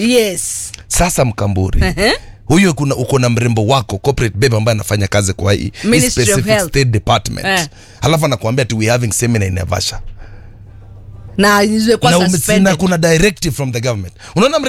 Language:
Swahili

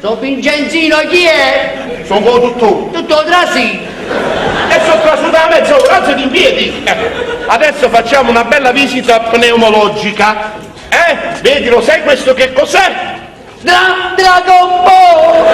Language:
Neapolitan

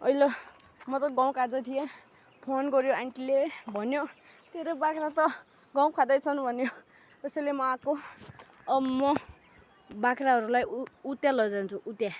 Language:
Nepali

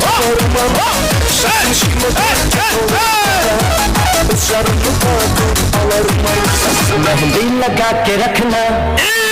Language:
Kara-Kalpak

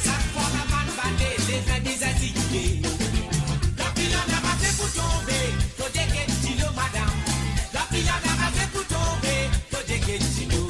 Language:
Morisyen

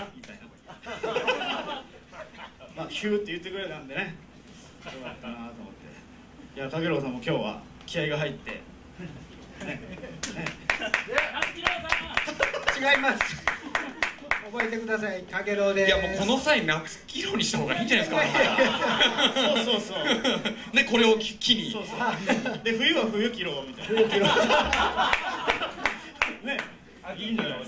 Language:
Japanese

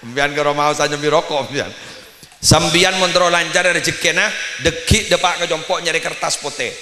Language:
Madurese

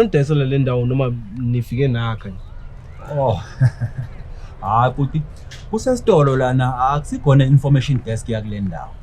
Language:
Zulu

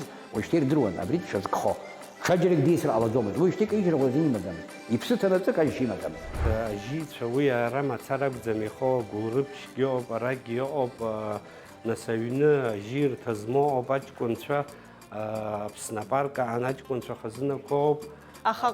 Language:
Abkhazian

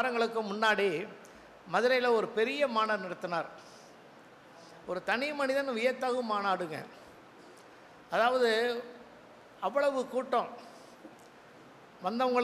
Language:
Tamil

